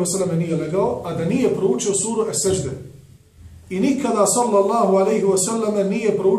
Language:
Bosnian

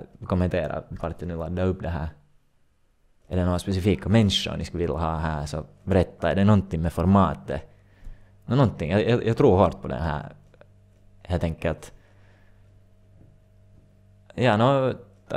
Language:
Swedish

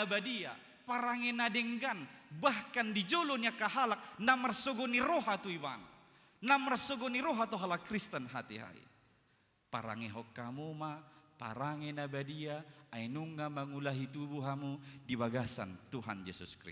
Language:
Batak Toba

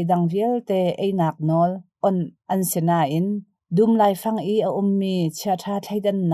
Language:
Hakha Chin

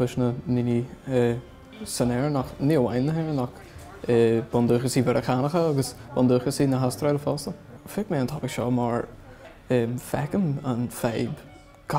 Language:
Irish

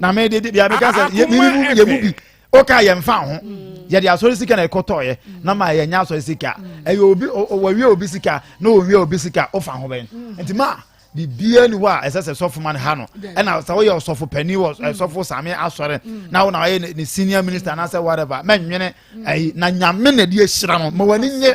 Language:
Akan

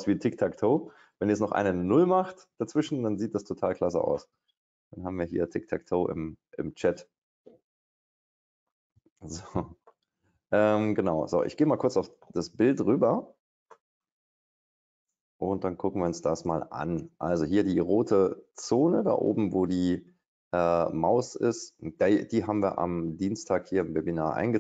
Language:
German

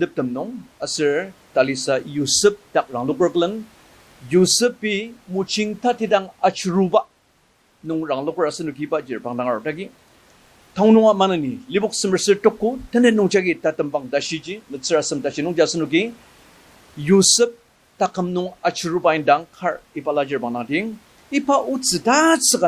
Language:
Ao Naga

